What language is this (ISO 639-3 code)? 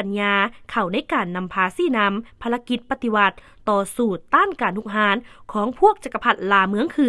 lao